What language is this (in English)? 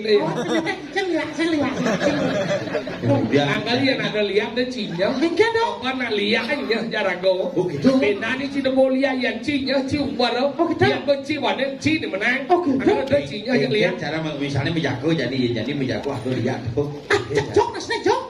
Balinese